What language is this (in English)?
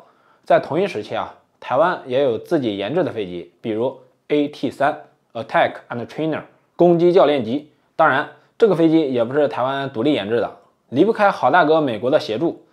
Chinese